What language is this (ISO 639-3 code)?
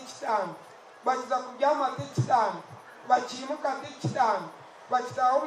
nyn